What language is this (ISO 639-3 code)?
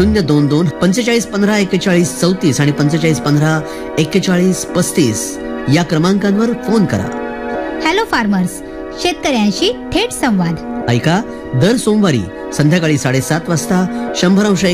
mar